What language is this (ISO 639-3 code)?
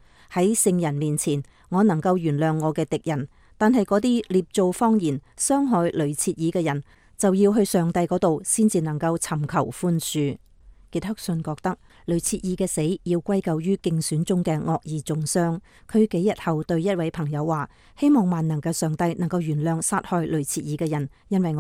yue